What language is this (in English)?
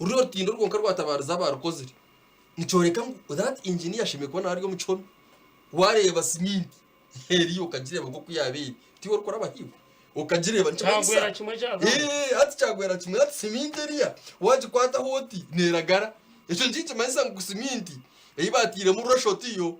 Nyankole